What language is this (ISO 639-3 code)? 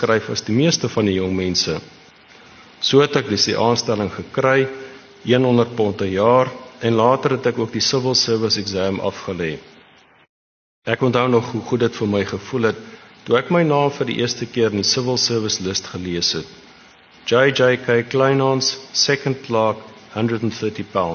afr